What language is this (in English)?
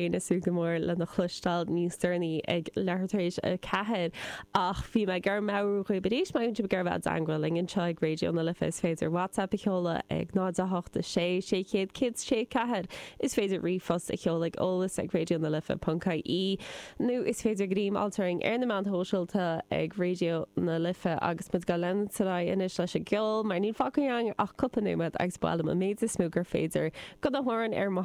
Irish